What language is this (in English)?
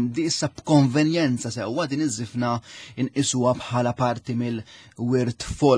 Maltese